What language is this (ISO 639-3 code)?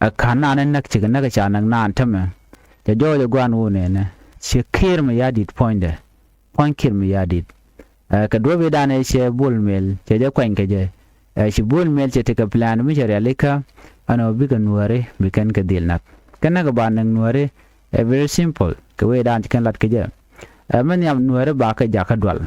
nus